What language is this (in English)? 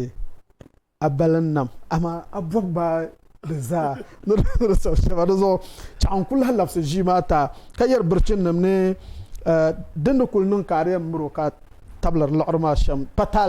Dagbani